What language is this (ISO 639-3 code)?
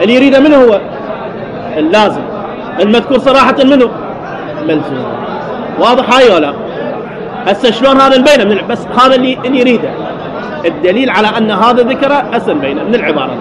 acm